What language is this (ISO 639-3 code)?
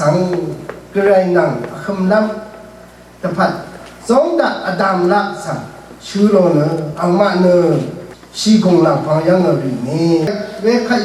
raw